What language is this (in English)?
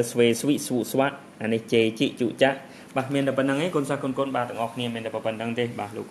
Khmer